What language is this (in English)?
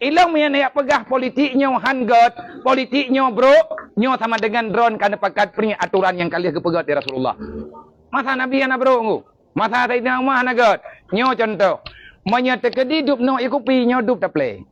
Achinese